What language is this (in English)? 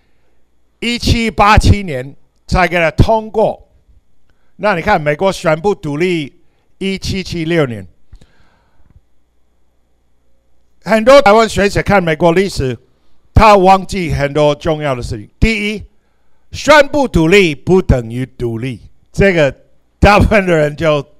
Chinese